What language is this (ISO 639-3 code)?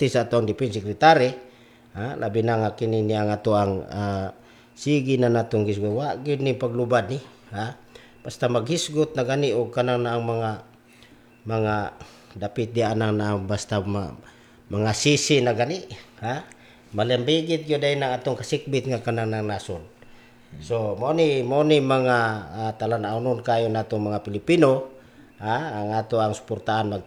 ceb